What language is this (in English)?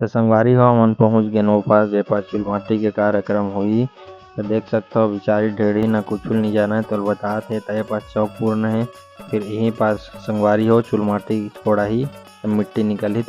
Chhattisgarhi